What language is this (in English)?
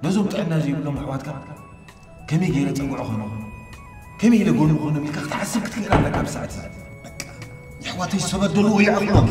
Tigrinya